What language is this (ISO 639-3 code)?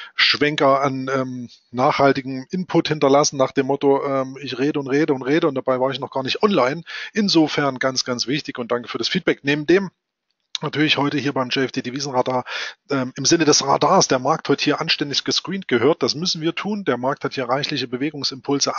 deu